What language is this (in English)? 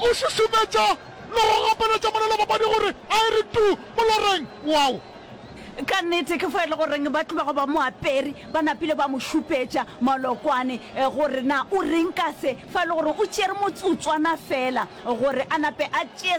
Northern Sotho